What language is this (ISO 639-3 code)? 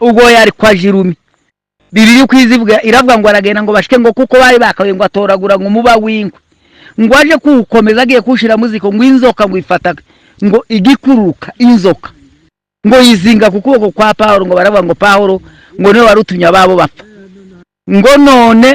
kin